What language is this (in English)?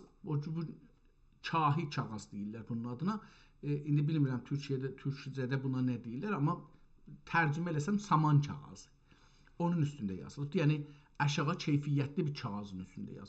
South Azerbaijani